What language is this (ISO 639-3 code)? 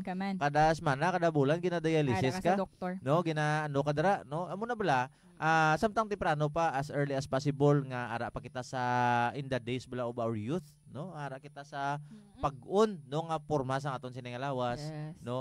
hil